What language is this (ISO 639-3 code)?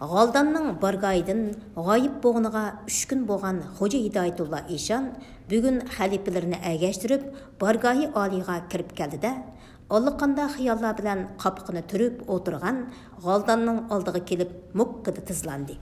uig